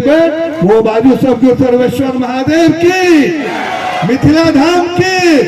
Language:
Maithili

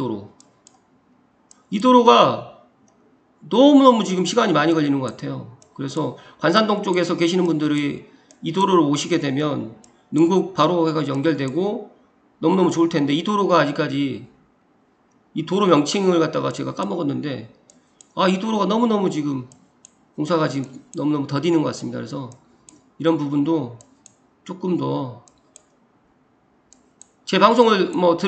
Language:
Korean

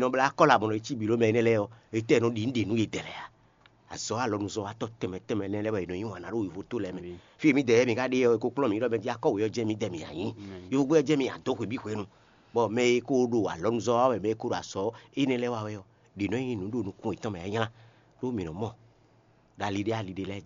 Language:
Fon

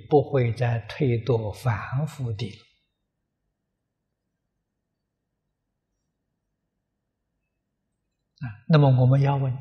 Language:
Chinese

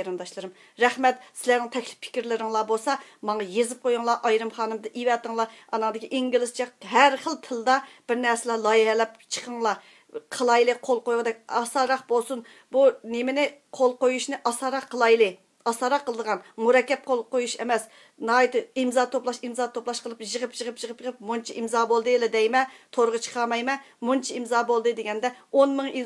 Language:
Uyghur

